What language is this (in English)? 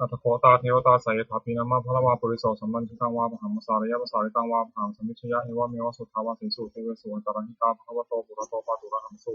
Pali